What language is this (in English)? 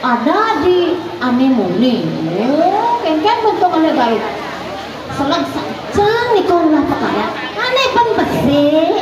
Balinese